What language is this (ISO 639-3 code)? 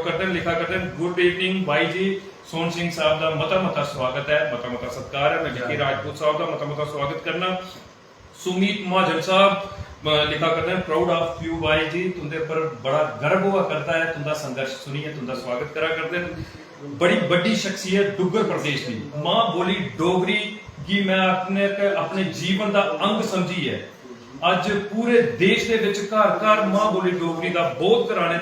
doi